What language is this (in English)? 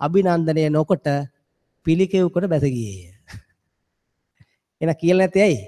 Sinhala